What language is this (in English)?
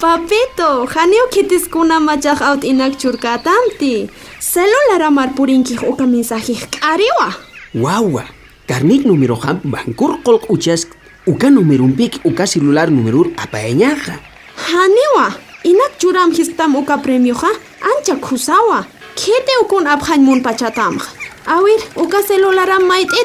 Aymara